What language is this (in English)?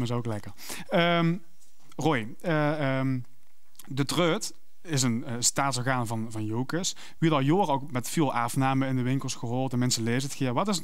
Limburgish